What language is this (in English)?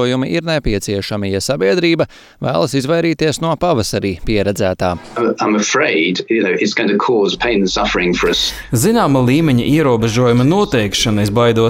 Latvian